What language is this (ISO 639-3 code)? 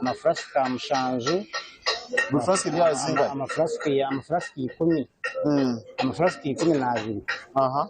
nyn